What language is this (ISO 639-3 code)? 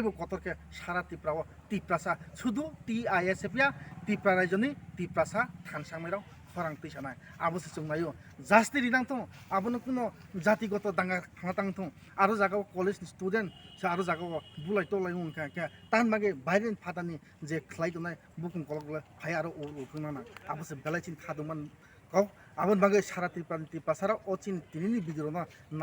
ria